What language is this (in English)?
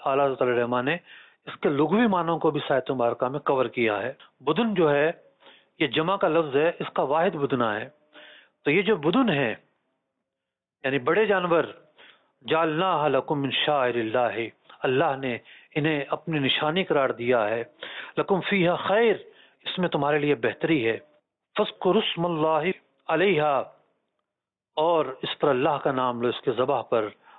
Urdu